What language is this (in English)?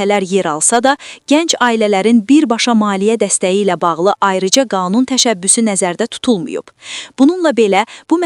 Azerbaijani